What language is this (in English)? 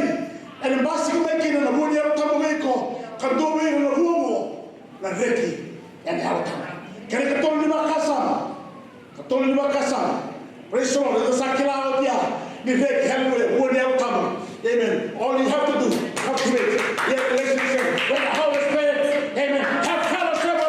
Fijian